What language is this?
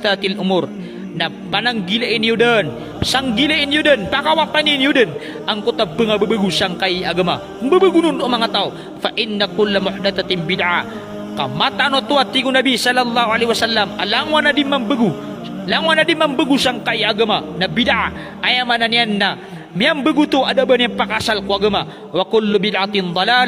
Maranao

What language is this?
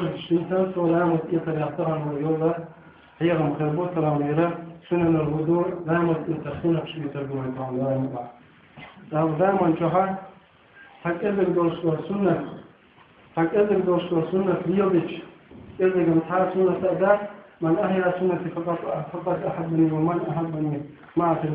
Chechen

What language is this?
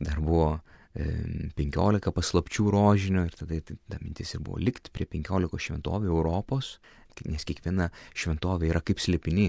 Lithuanian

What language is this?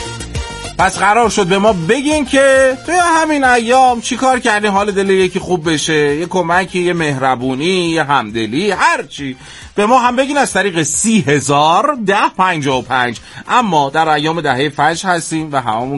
Persian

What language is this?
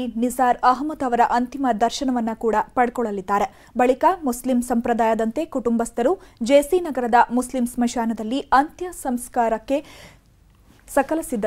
Kannada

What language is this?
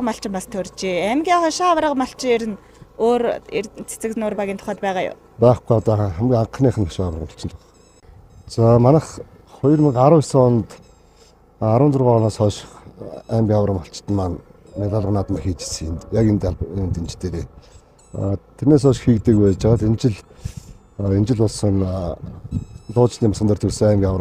Mongolian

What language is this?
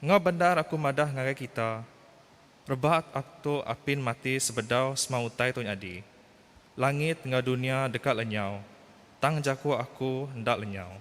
Iban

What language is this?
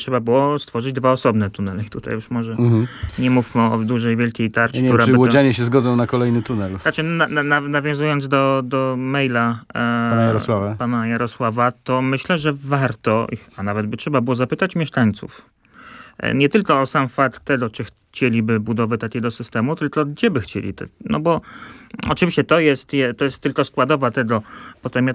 Polish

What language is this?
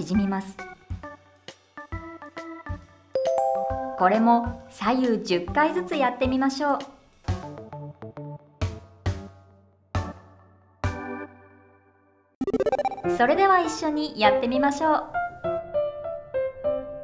Japanese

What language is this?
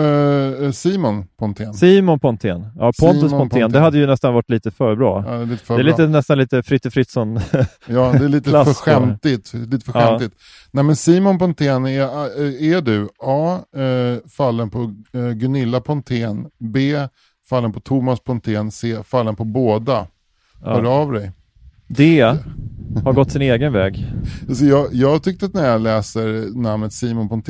Swedish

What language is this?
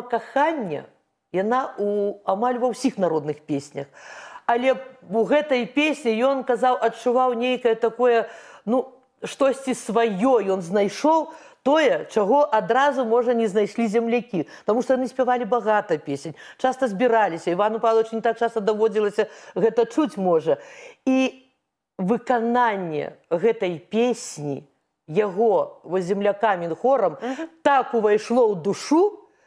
Belarusian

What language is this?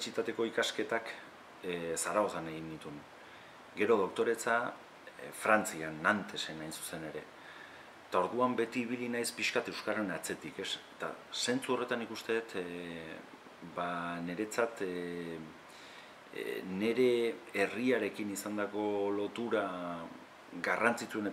Basque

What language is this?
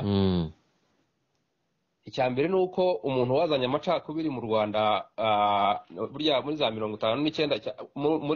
Kinyarwanda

